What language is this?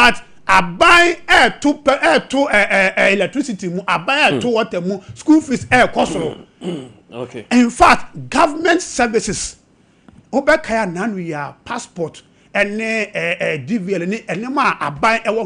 Akan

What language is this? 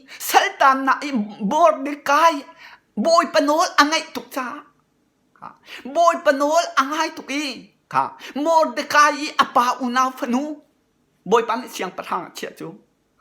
Hakha Chin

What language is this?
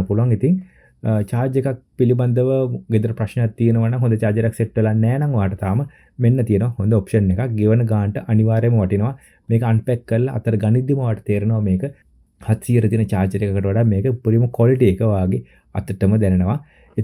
Sinhala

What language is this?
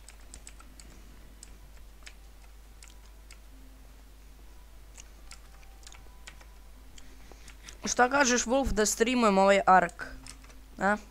Croatian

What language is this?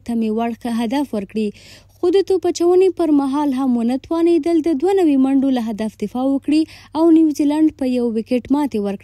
Pashto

